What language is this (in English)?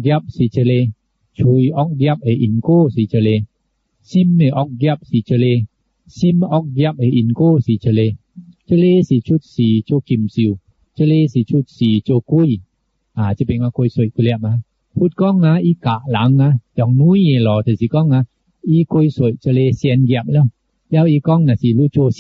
Min Nan Chinese